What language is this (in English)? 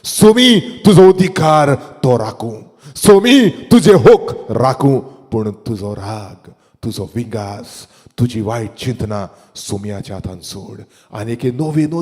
Konkani